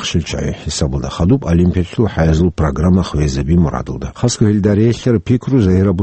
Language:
Avaric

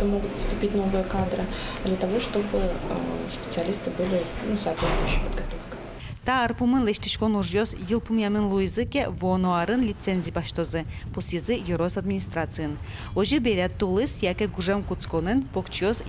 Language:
Udmurt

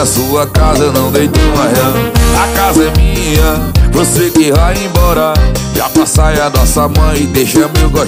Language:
Portuguese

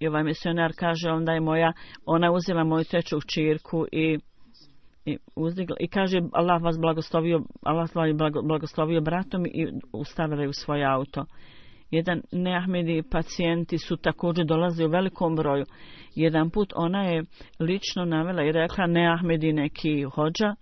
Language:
Bosnian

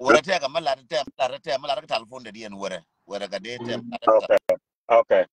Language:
Nuer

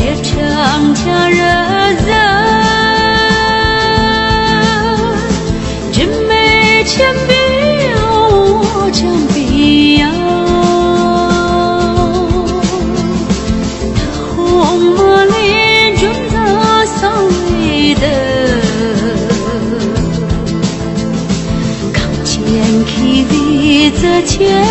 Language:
Chinese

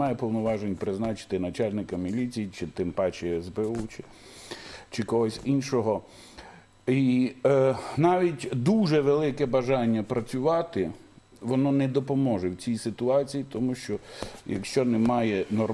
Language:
Ukrainian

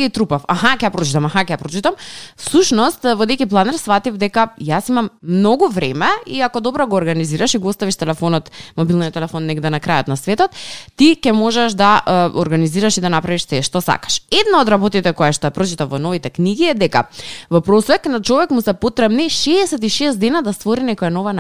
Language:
Macedonian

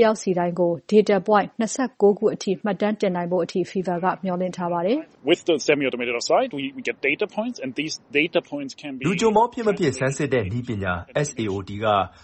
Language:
Burmese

